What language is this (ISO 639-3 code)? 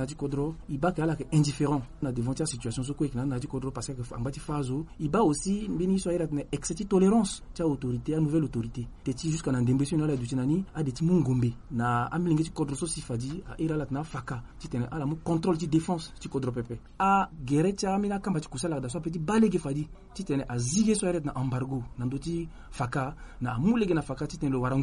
sag